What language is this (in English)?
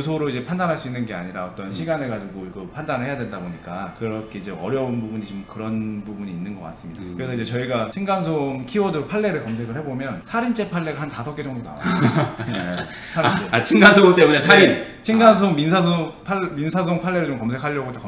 Korean